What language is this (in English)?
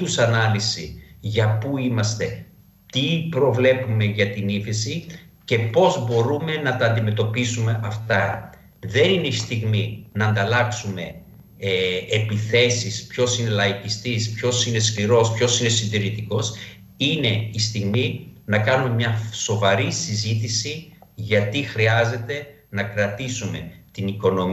Greek